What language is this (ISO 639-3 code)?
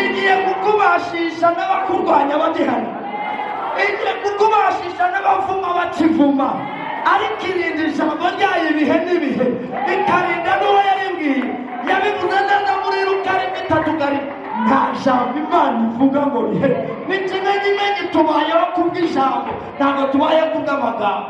kin